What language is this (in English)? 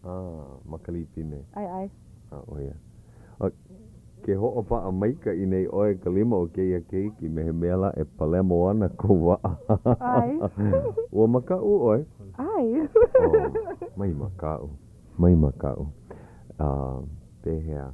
Hawaiian